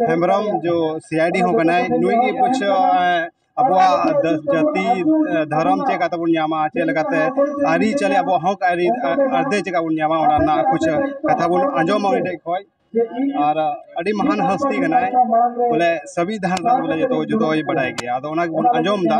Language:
Santali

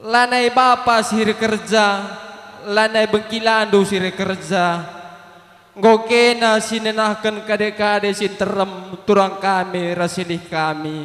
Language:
Batak Karo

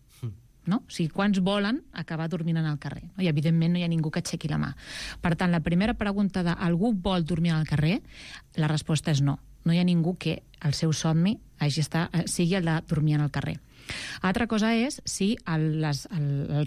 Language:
Catalan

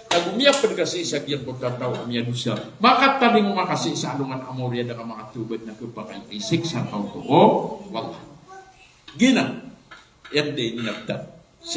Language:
Maranao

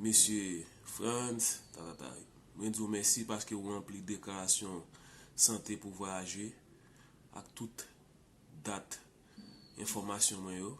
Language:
Haitian Creole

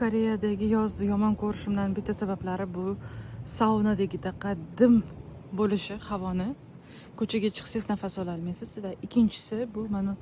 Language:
Uzbek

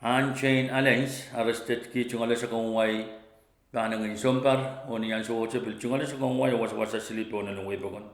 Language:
Pohnpeian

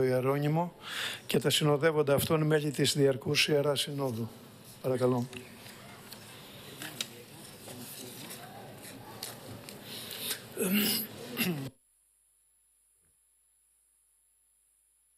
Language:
Greek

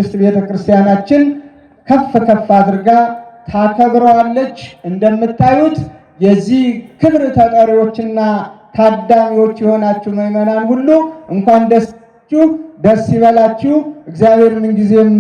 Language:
Amharic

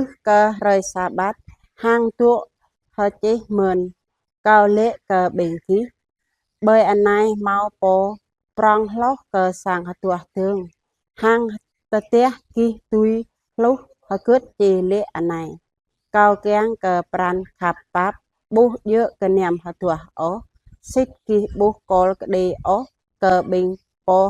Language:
Jarai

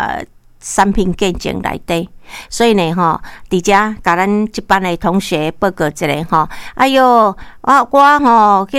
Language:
Min Nan Chinese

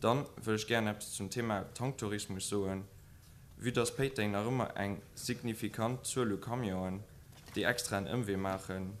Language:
Luxembourgish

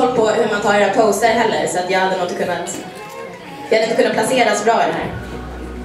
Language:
Swedish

